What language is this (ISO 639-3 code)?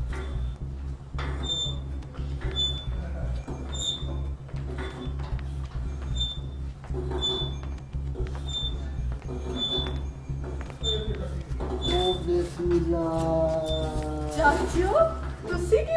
pan